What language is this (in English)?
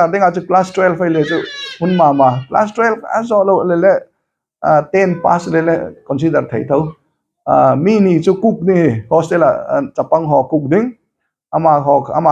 Hmar